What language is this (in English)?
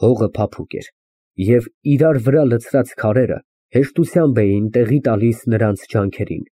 Armenian